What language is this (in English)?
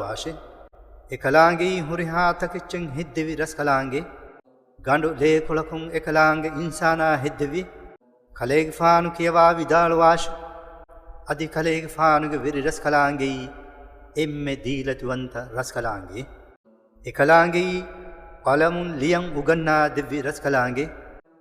Divehi